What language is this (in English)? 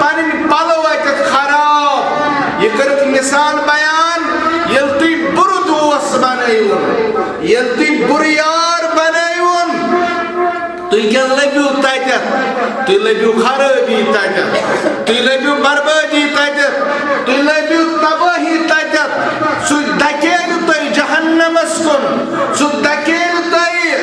Kashmiri